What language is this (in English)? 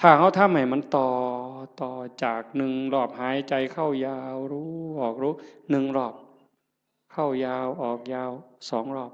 Northeastern Thai